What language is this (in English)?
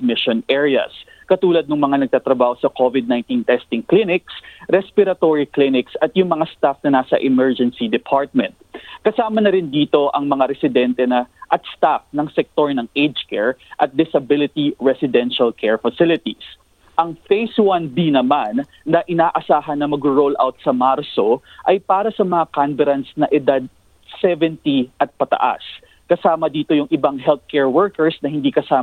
Filipino